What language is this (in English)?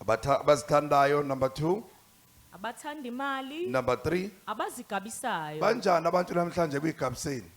Zulu